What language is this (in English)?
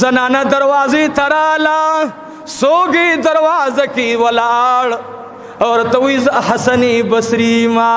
Pashto